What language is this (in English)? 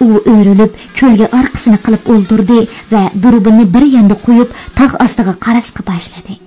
Uyghur